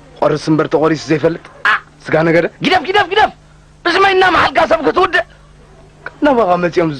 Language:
Tigrinya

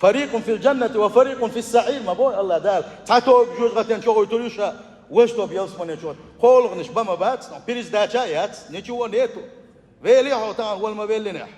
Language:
Chechen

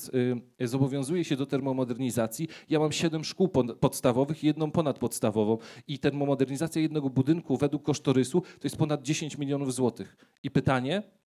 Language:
Polish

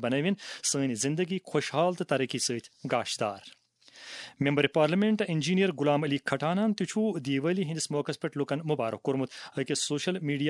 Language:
Kashmiri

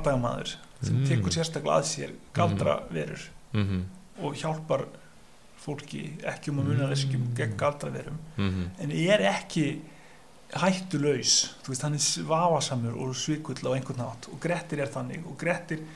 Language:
Icelandic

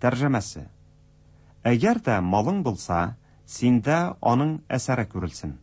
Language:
Tatar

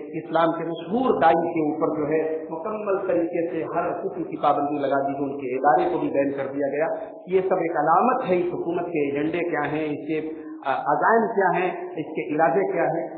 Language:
Urdu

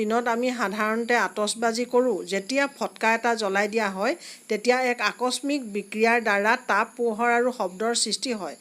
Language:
Assamese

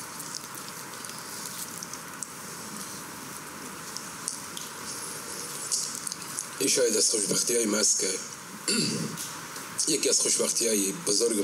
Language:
Persian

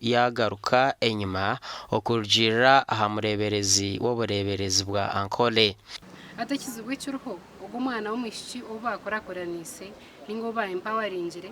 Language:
Nyankole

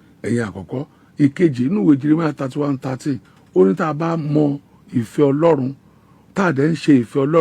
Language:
Yoruba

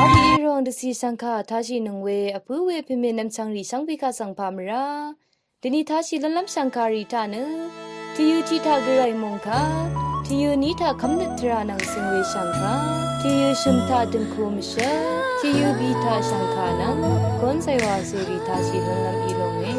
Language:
Rawang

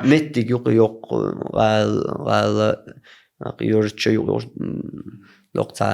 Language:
Chechen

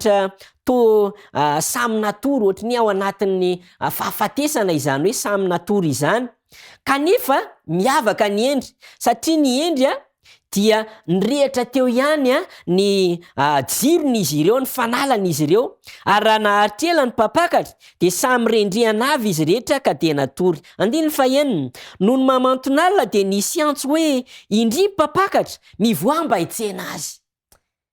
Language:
Malagasy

